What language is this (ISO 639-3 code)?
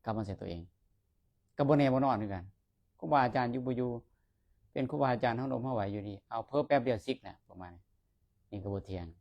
lao